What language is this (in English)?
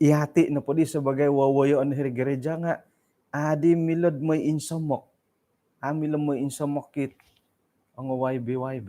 Central Dusun